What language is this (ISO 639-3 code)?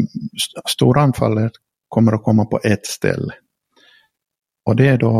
swe